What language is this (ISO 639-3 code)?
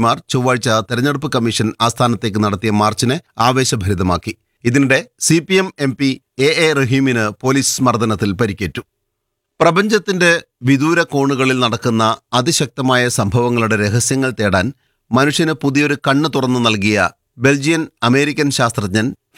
mal